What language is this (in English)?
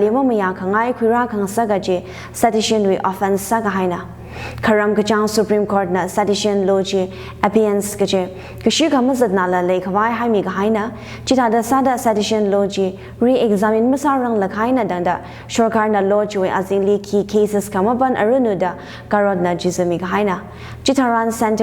Tangkhul Naga (India)